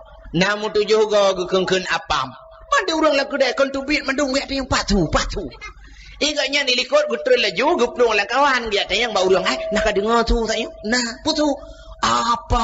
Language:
Achinese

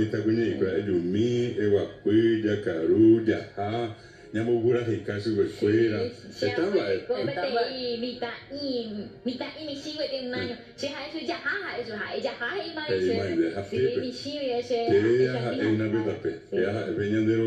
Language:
Guarani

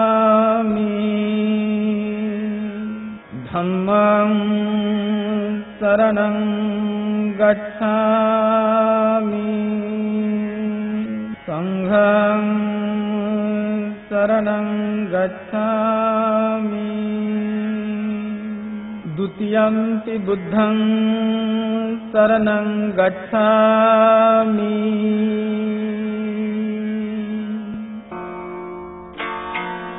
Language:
Marathi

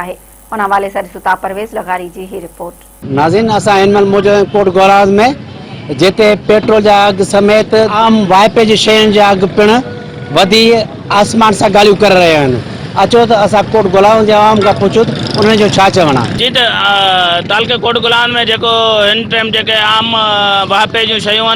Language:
Sindhi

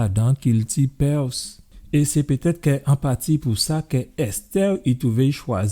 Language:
Guadeloupean Creole French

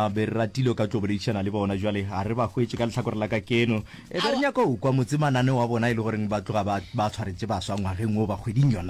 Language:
Northern Sotho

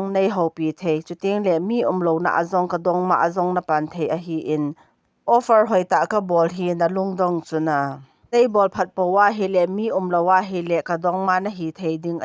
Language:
Thado Chin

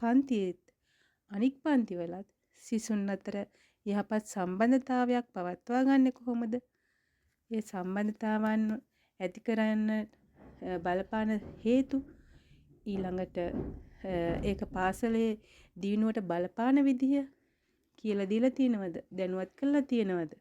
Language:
Sinhala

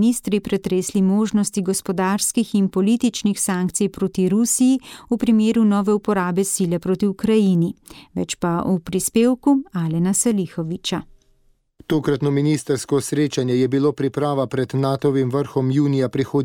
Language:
Slovenian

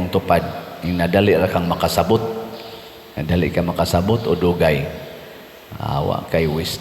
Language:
Cebuano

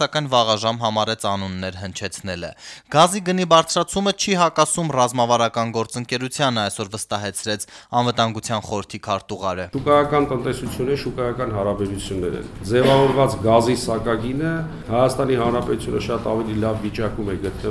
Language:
Armenian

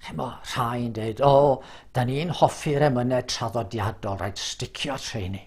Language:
Welsh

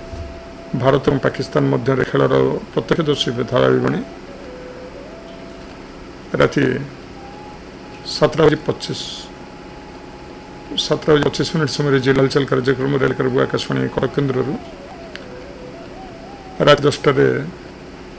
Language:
Odia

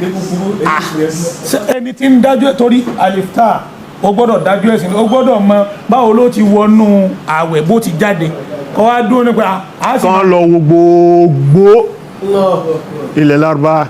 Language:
Yoruba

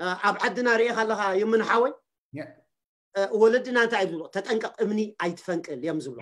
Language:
Tigrinya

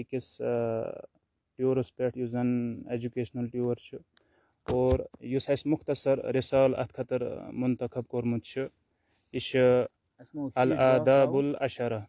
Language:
Kashmiri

